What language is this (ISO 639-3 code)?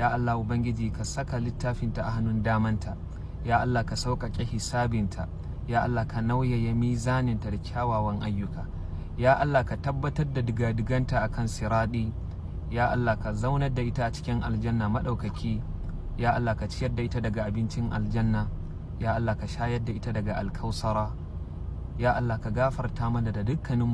hau